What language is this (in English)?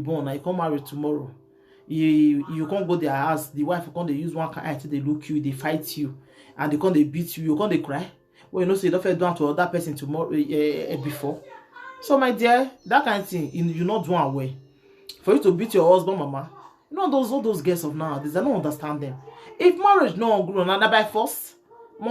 Nigerian Pidgin